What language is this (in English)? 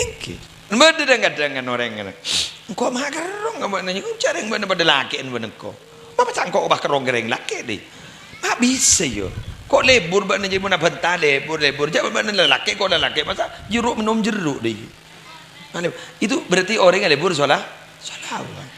Madurese